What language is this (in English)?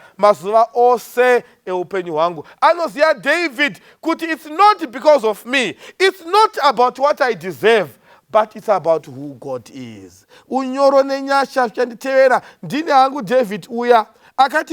Shona